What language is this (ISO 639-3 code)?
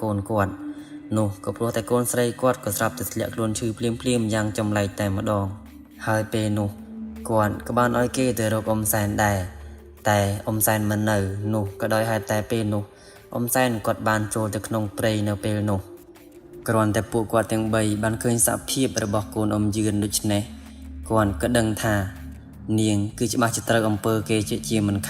khm